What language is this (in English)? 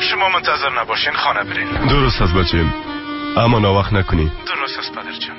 Persian